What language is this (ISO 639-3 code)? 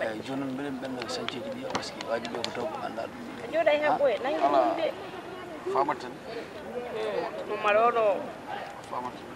ful